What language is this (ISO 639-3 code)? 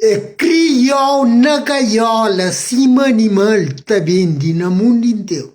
kea